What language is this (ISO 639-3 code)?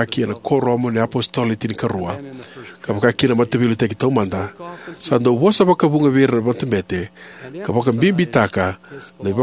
fij